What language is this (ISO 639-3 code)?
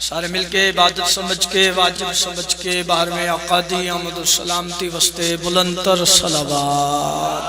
phr